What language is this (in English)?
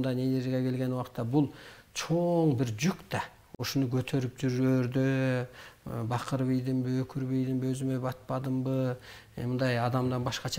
Kyrgyz